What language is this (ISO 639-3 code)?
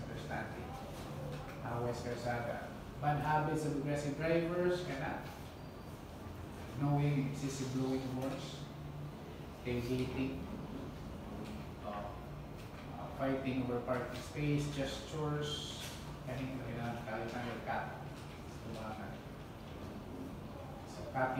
fil